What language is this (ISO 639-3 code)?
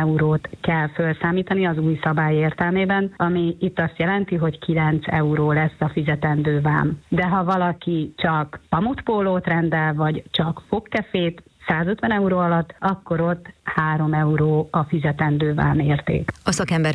hun